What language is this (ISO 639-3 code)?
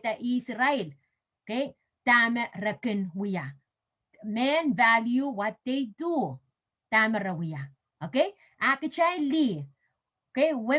pon